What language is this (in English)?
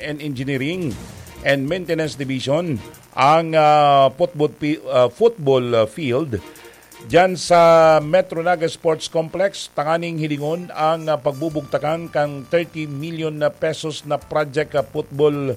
Bikol